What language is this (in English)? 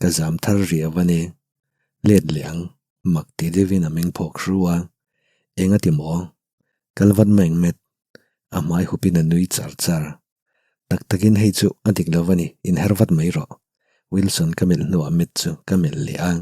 Mizo